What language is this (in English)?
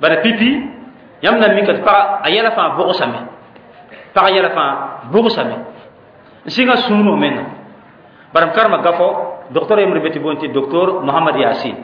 Mossi